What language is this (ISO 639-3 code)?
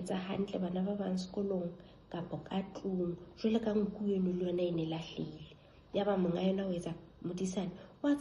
sot